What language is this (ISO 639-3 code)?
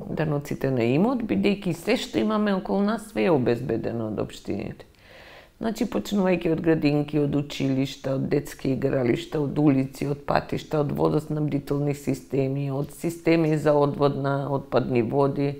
mkd